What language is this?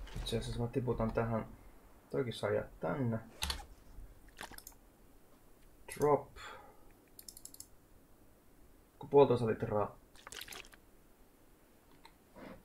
Finnish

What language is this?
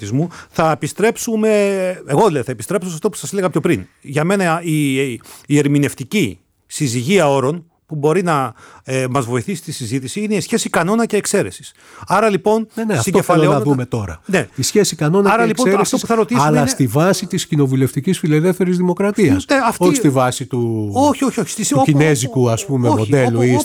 Greek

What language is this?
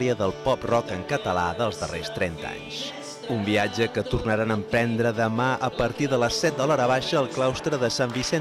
Catalan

